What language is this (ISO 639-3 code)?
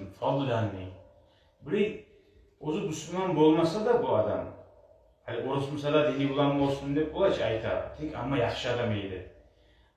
kum